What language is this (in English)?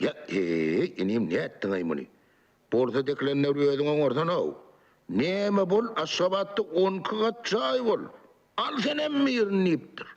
Turkmen